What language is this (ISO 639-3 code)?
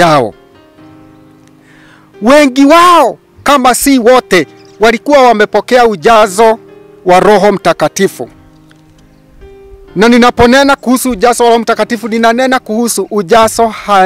swa